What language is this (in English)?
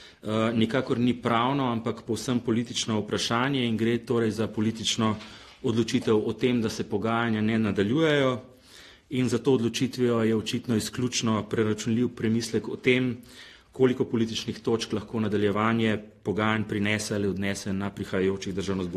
Slovenian